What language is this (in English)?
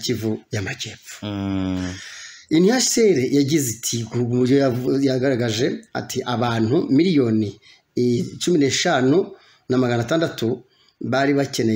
Kinyarwanda